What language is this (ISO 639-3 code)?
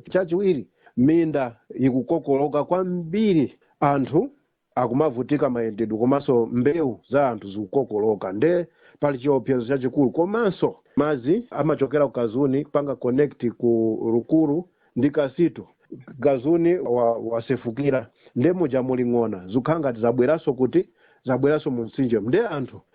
nya